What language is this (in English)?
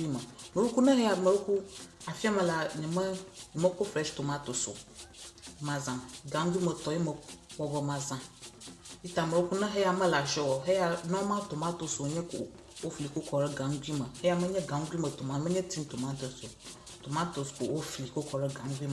Ewe